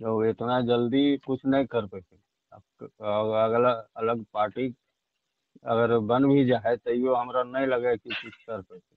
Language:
Magahi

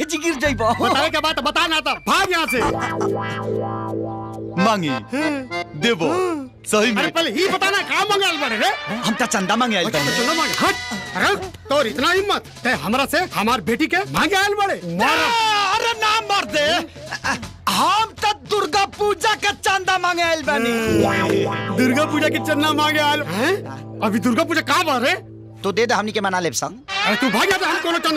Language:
Bhojpuri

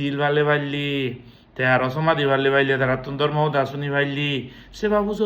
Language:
Chakma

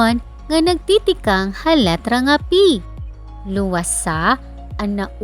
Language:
Waray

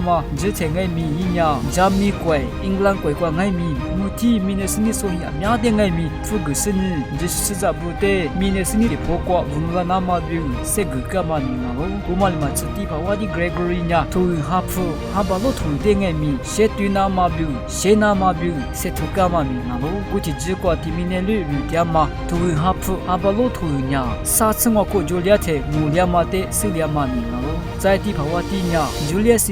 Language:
Lisu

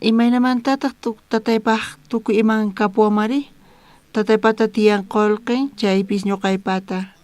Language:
South Bolivian Quechua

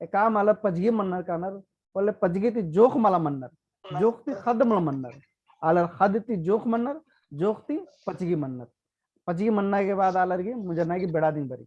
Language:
Kurukh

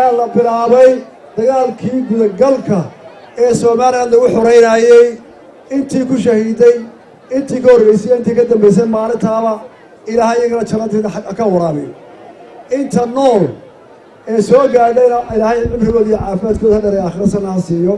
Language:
Somali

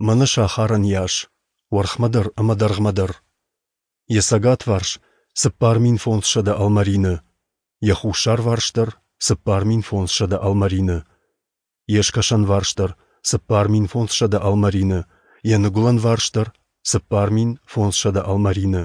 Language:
Ossetic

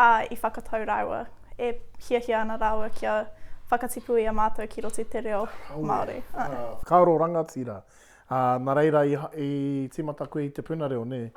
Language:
Māori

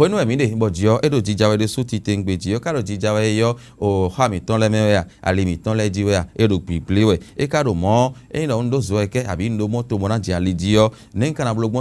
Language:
Fon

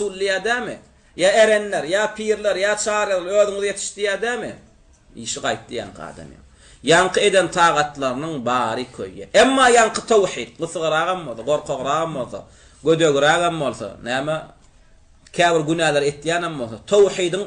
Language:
Turkmen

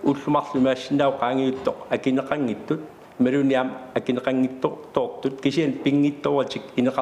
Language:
Kalaallisut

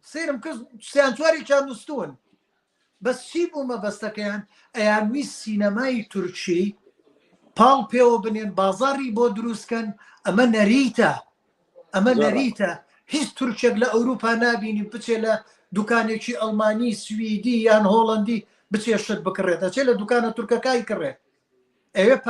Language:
Central Kurdish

